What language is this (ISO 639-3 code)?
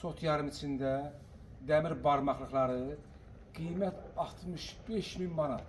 aze